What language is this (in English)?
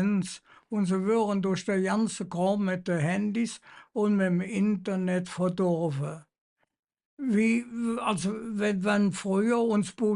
Colognian